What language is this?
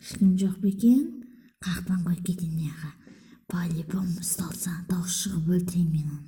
Kazakh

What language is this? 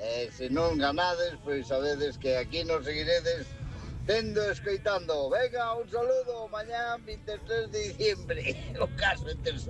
Galician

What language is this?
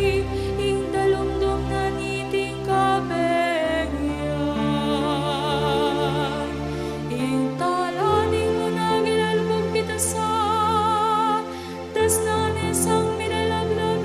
Pampanga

